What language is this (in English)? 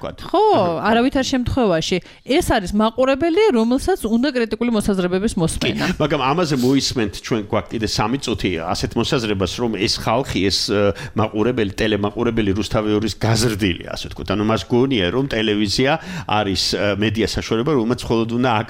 Georgian